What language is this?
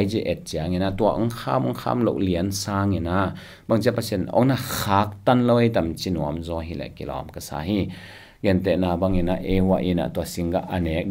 Tedim Chin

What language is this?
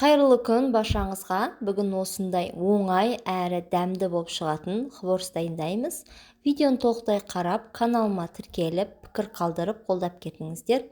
Kazakh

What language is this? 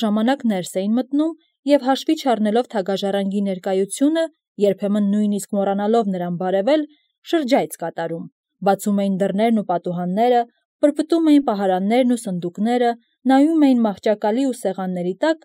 Armenian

